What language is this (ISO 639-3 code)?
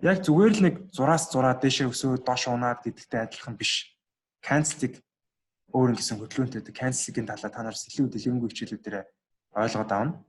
mon